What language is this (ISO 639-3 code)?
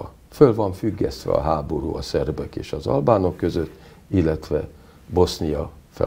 hun